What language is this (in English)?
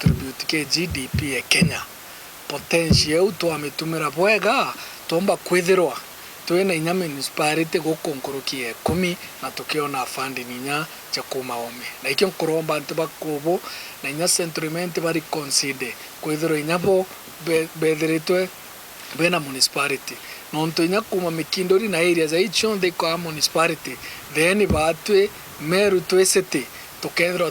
Meru